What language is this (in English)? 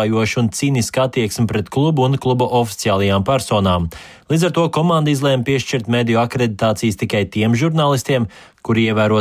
Latvian